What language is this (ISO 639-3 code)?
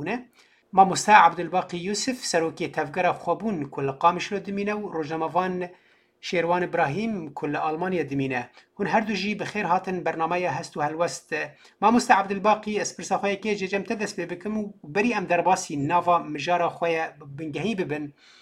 kur